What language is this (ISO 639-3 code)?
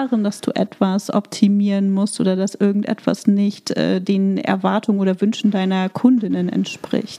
deu